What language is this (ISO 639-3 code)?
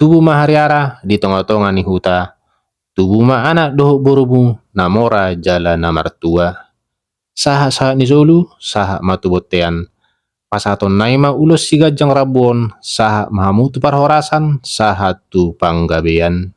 bbc